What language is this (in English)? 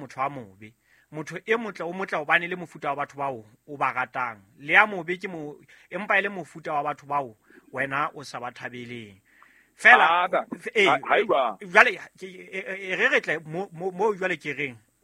Southern Sotho